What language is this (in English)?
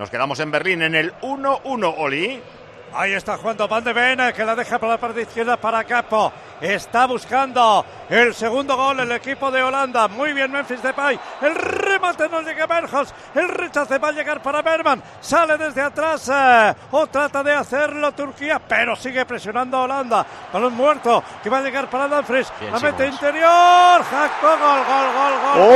Spanish